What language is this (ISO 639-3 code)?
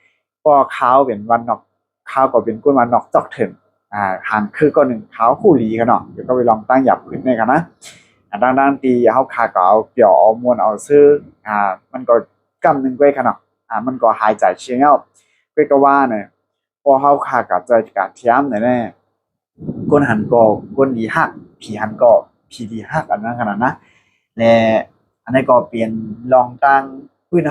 shn